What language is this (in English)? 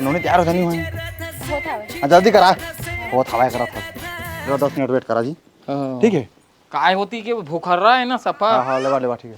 Chhattisgarhi